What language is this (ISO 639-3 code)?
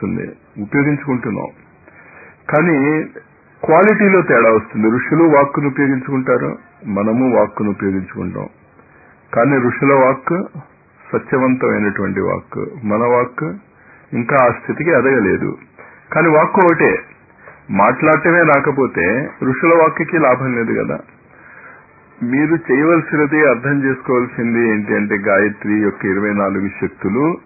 tel